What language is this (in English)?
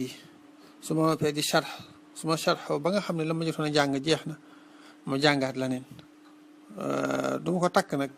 Wolof